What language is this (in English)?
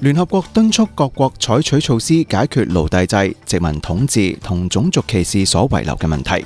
Cantonese